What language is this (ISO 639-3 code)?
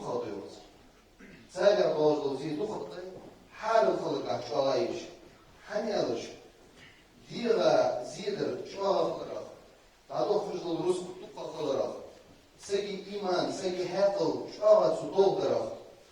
inh